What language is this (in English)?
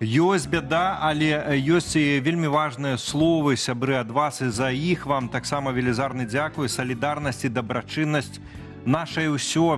Belarusian